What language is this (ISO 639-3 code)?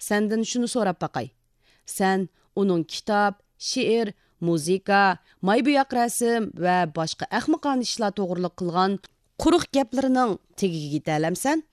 uig